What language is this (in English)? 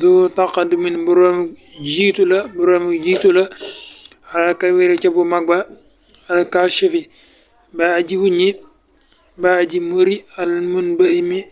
Wolof